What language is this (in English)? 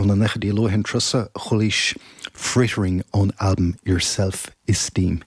Irish